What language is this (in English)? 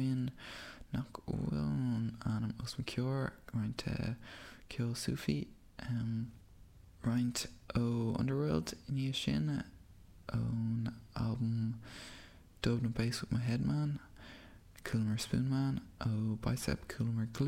Irish